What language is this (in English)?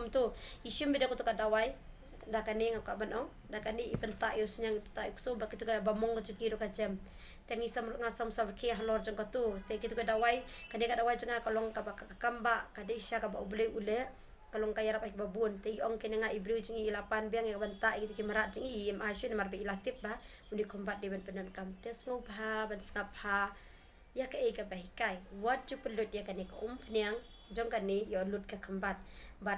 Khasi